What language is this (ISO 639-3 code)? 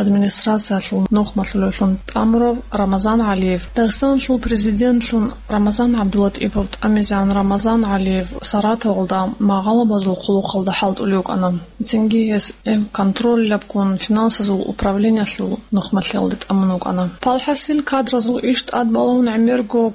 ava